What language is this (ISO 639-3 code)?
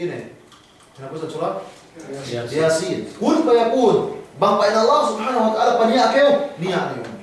yka